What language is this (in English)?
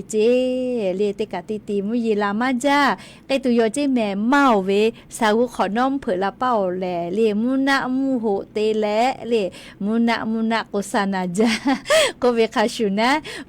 Lahu